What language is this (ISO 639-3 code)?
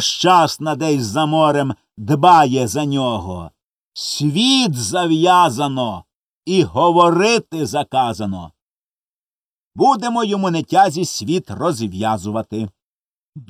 ukr